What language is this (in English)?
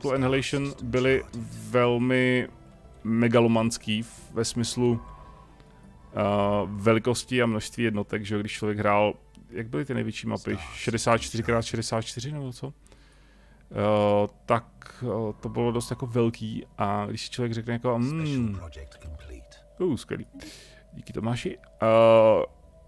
Czech